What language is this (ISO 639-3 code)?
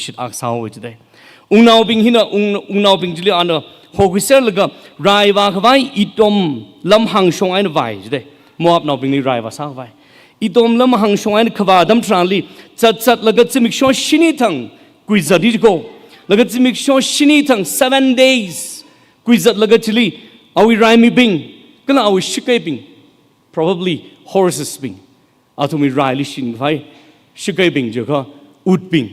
nmf